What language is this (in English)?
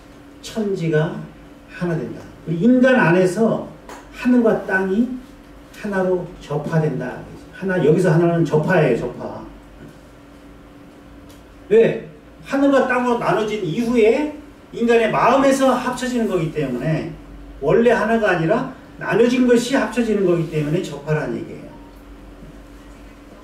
Korean